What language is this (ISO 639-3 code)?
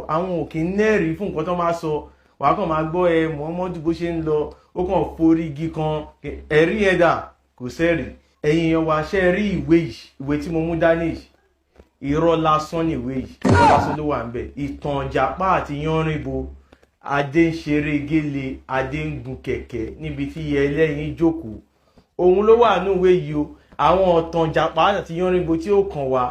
yor